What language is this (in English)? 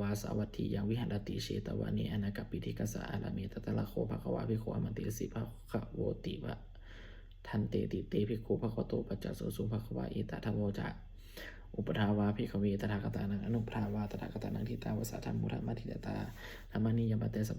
Pali